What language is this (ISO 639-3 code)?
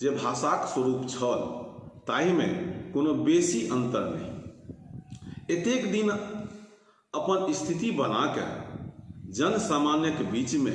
mai